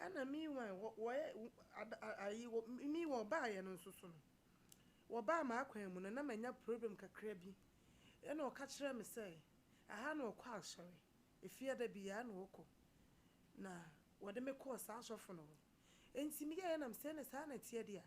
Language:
Akan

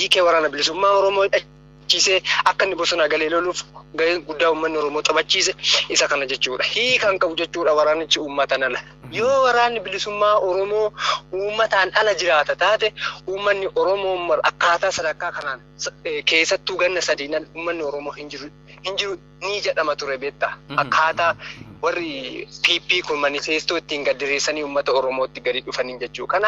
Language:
Oromo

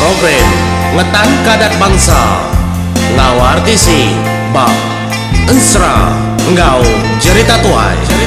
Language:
Iban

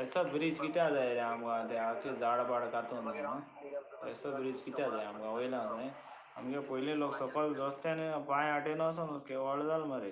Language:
Konkani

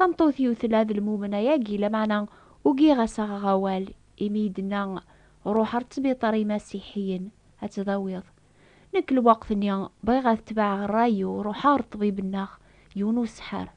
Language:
Kabyle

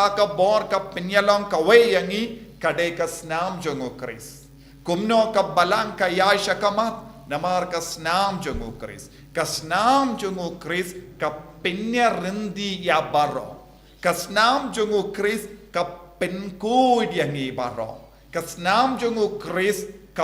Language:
Khasi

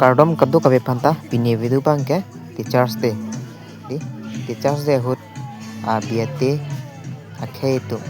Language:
Karbi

